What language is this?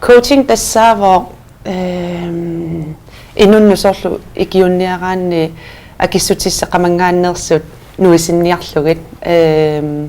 Kalaallisut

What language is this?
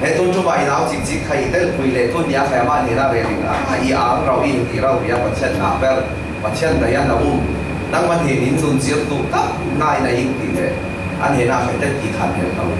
Falam Chin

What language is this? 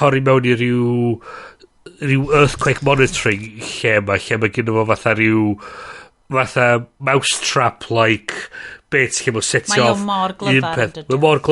Welsh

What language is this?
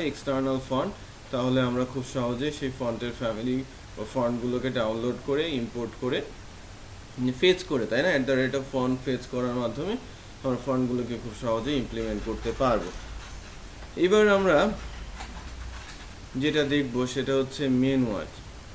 Bangla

